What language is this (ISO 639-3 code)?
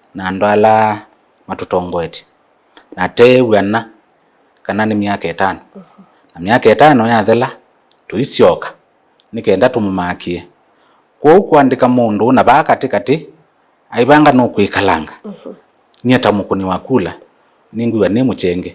kam